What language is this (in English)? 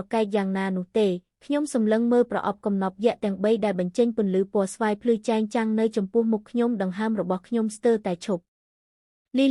Khmer